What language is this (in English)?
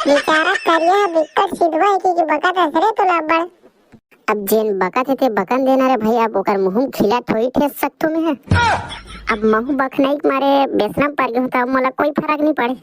Chhattisgarhi